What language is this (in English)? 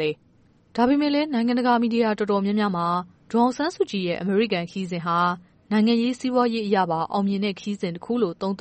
Burmese